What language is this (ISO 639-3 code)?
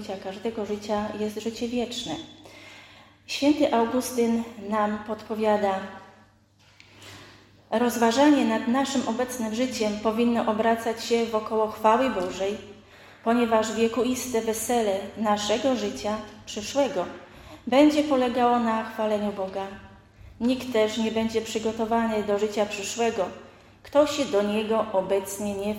pol